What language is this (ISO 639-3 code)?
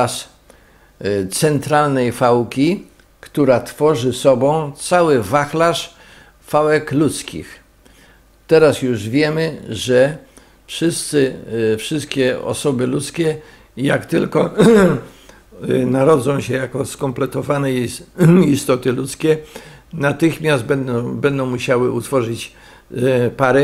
pol